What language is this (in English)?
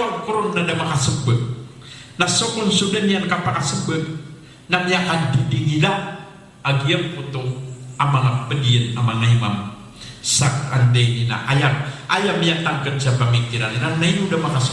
Maranao